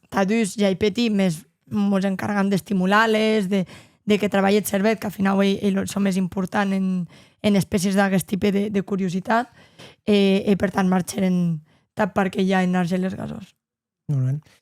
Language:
Occitan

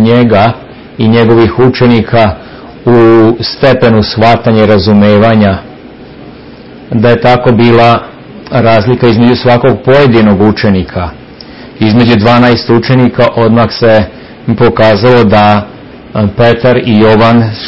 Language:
Serbian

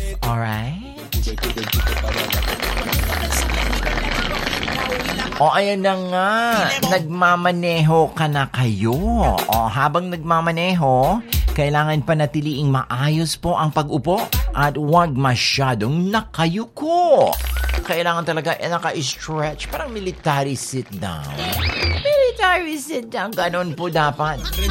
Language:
Filipino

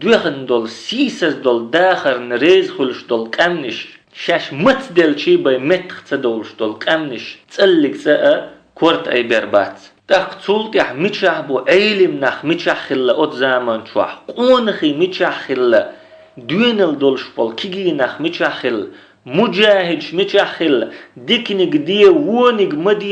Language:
Chechen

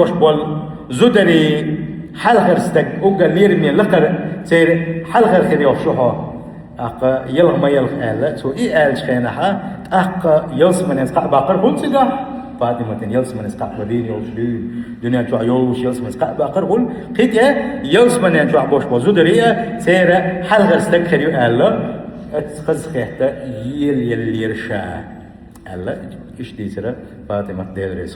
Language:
Chechen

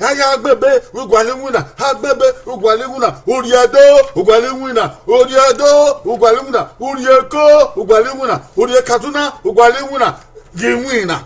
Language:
Bini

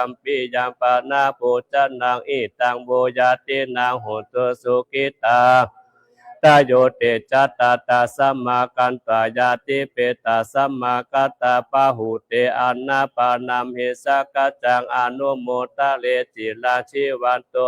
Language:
Pali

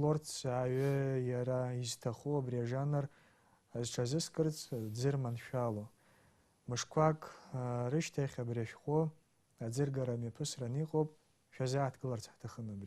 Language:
Abkhazian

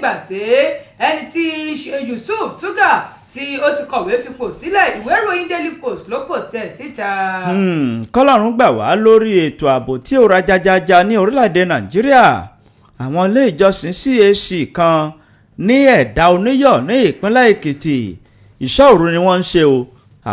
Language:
Yoruba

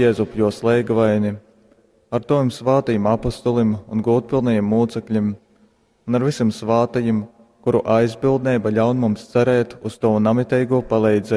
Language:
Latgalian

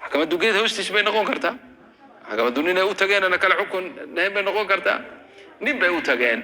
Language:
Somali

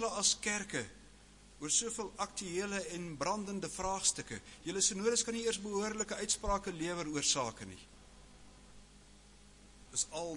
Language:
Afrikaans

